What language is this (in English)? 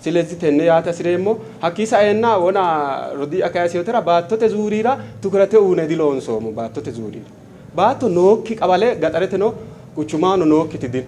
Sidamo